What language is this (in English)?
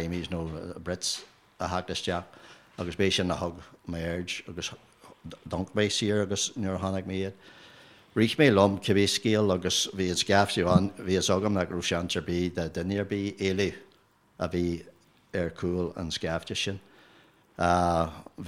Irish